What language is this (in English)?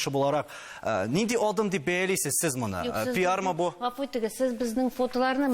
Tatar